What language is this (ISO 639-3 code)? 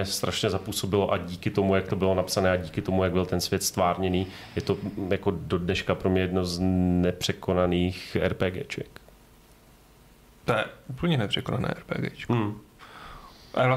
ces